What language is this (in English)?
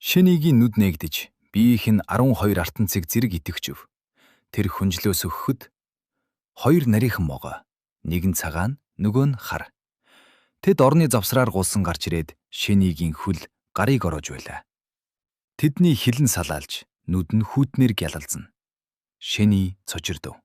Mongolian